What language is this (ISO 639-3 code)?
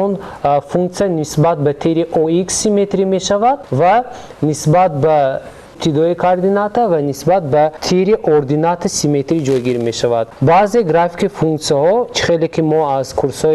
tgk